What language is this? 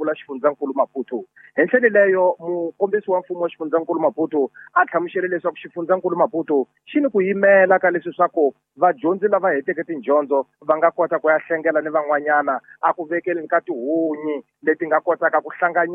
Tsonga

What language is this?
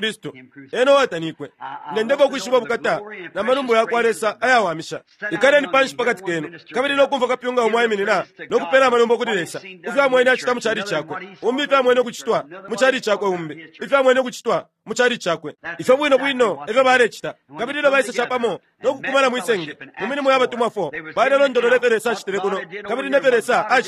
Bemba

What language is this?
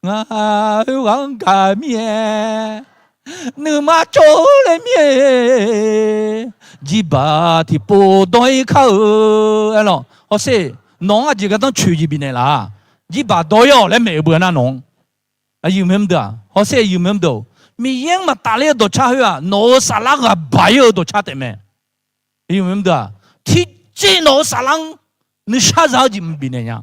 Akha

